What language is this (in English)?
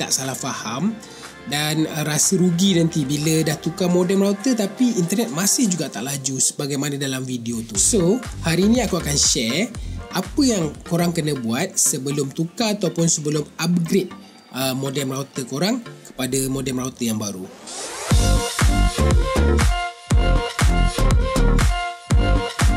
Malay